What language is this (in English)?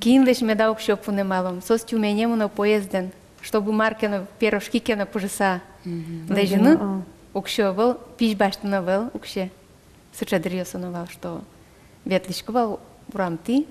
Udmurt